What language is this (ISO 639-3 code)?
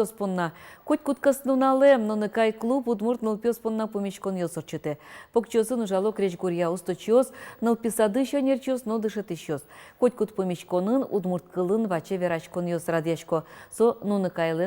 udm